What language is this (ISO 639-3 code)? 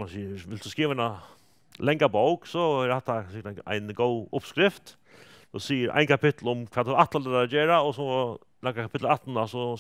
fao